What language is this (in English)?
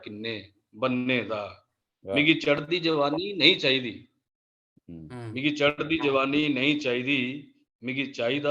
Dogri